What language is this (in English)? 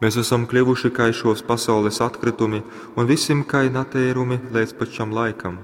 Latgalian